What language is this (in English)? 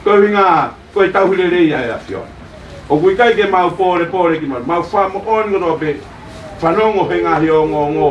Tongan